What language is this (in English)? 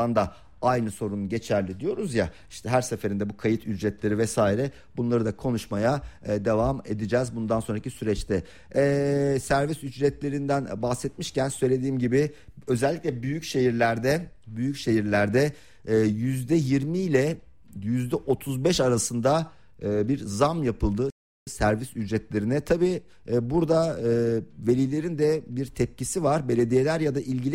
Turkish